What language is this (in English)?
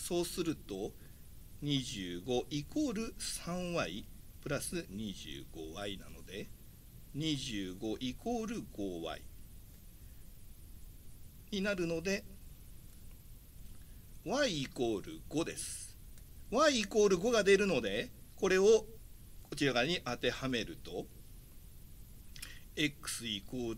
Japanese